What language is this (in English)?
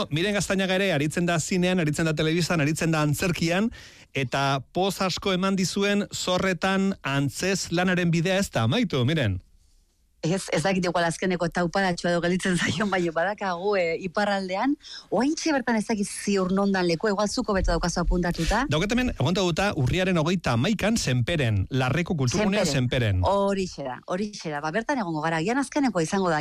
Basque